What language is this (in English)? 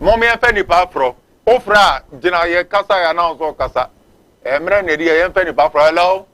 Akan